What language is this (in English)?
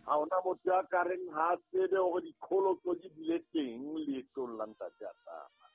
Southern Sotho